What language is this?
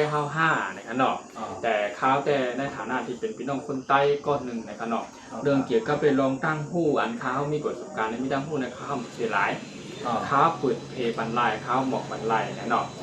Shan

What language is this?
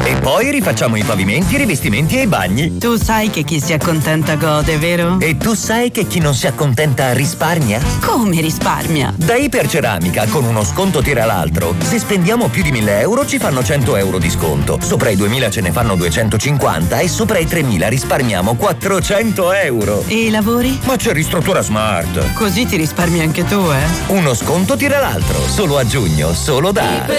Italian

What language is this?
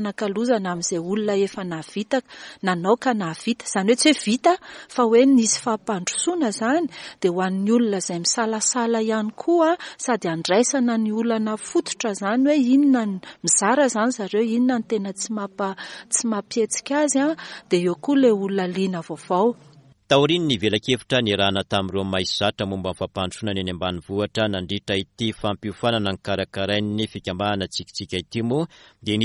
Malagasy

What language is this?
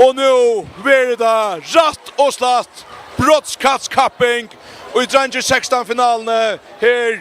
Faroese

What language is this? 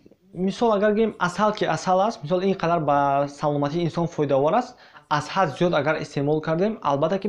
Tajik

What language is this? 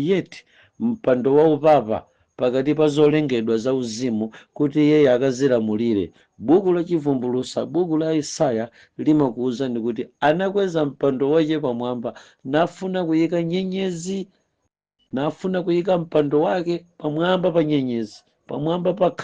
Nyanja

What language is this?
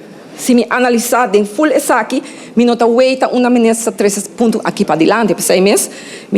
Papiamento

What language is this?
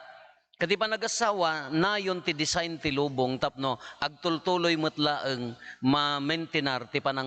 Iloko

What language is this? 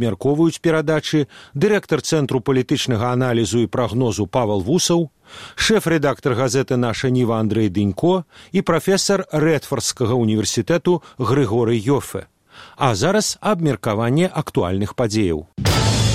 Belarusian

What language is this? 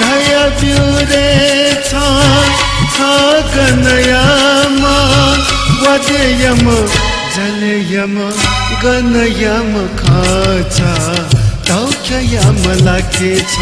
Newari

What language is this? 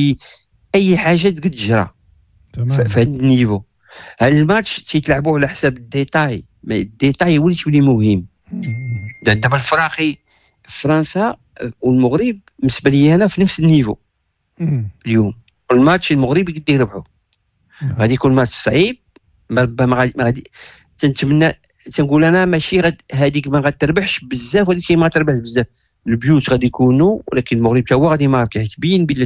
Moroccan Arabic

